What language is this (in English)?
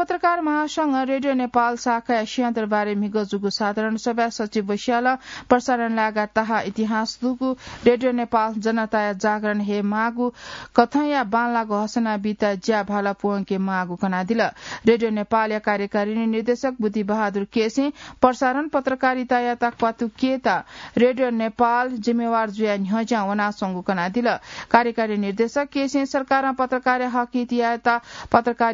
Newari